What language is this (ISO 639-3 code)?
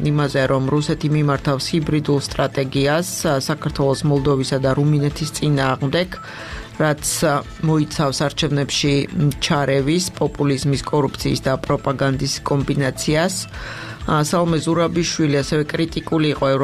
kat